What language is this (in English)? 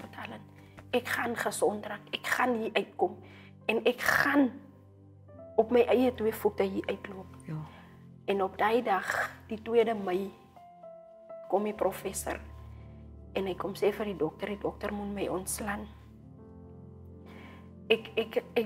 Afrikaans